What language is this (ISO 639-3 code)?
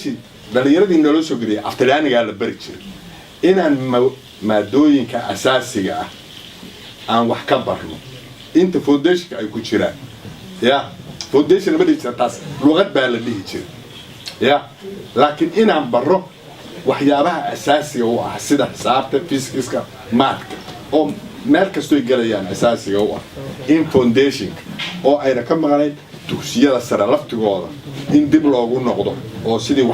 som